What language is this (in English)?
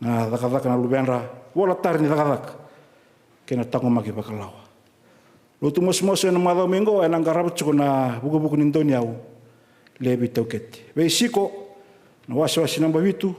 Fijian